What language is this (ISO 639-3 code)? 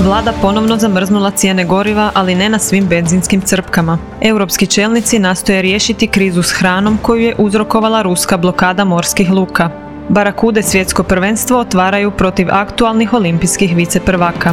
hrv